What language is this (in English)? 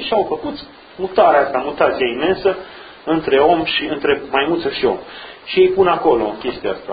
Romanian